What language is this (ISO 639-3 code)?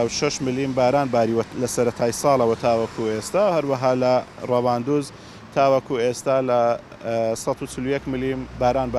ckb